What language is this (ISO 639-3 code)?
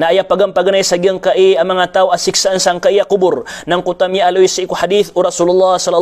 mrw